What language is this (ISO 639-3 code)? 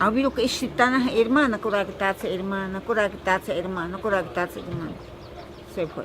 prq